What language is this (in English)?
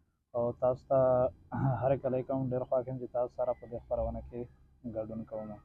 Pashto